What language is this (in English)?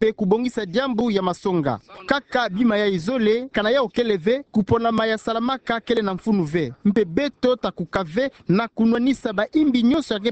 Kituba (Democratic Republic of Congo)